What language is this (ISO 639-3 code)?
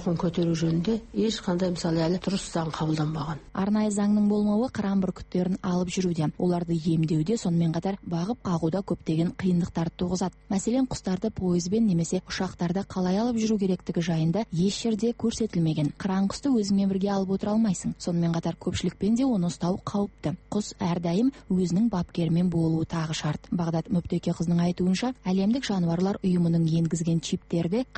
kaz